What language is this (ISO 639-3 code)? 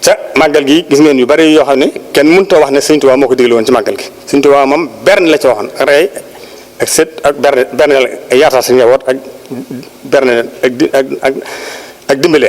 wol